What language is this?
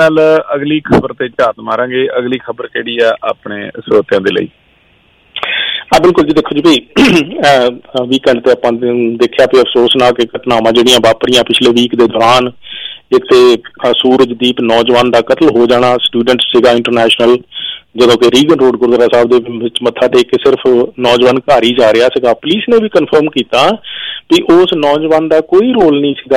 Punjabi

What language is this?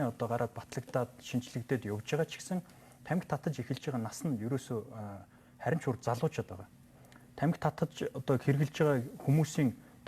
Mongolian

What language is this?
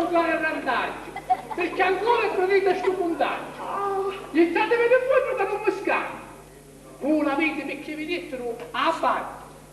Sicilian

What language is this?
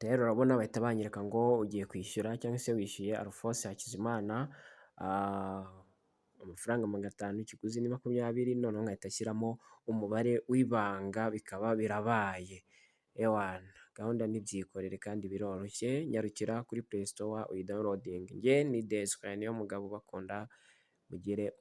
Kinyarwanda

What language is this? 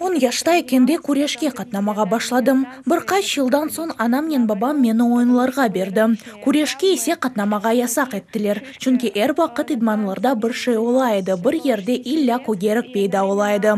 Crimean Tatar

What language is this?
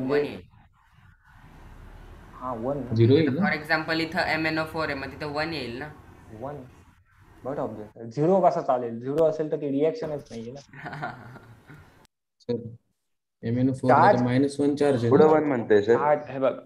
Marathi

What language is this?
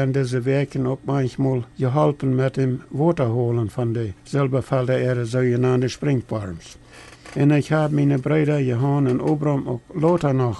Plautdietsch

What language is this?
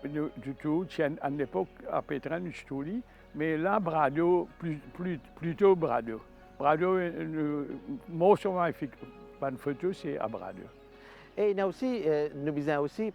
Morisyen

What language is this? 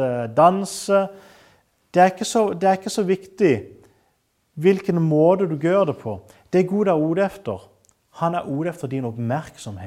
Norwegian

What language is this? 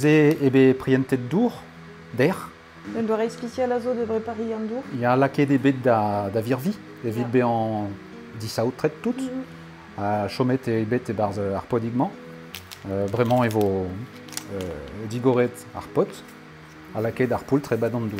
Breton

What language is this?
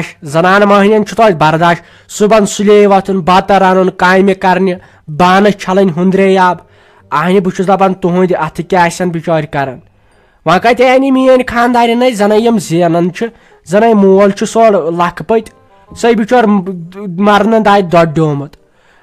Kashmiri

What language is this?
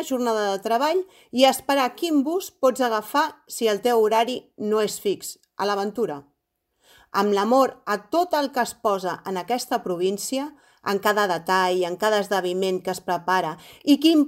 Catalan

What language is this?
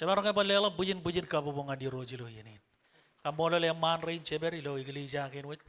Marshallese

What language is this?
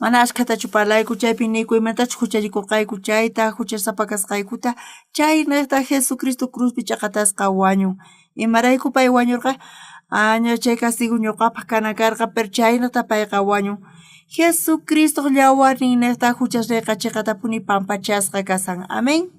South Bolivian Quechua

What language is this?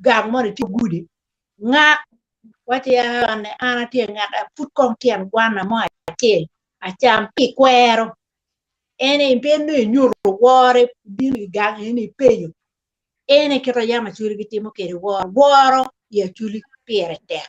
Acoli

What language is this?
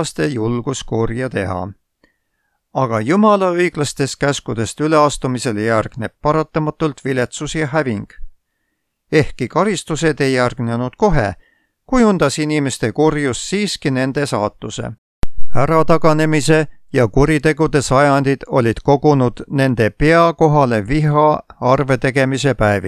Estonian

